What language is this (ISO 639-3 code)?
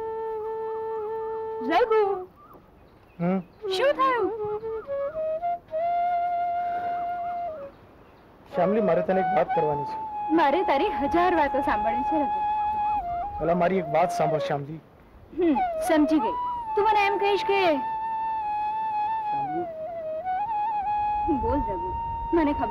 guj